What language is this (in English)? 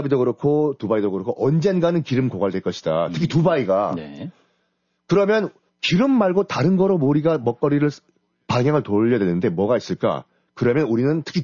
Korean